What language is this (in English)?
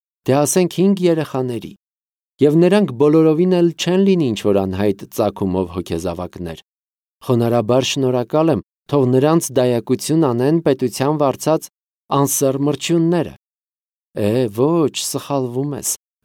Armenian